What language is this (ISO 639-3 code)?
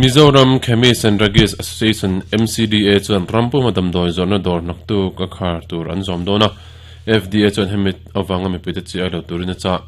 lus